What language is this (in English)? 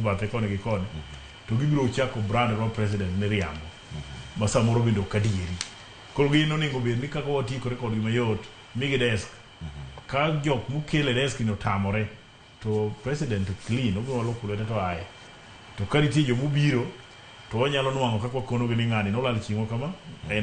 Luo (Kenya and Tanzania)